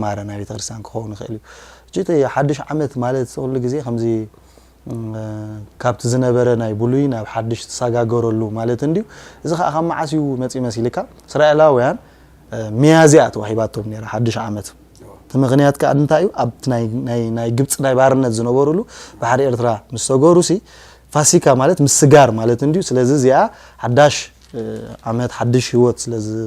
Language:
Tigrinya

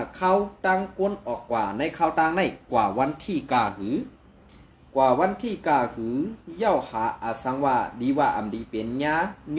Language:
Shan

